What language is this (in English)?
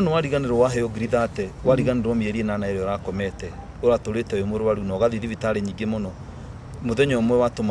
Kikuyu